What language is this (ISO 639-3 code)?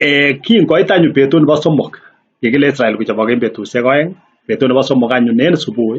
kln